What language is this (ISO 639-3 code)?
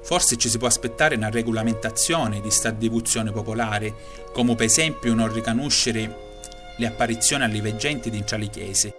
scn